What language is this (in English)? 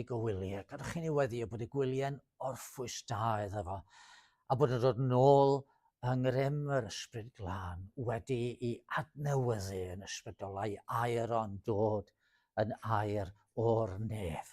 Welsh